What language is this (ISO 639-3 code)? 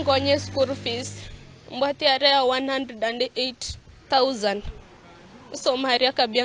guz